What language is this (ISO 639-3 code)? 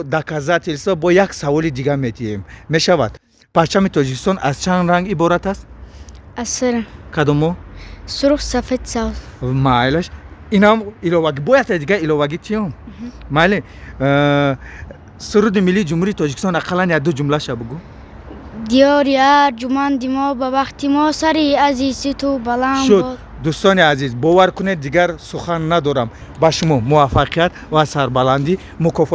tgk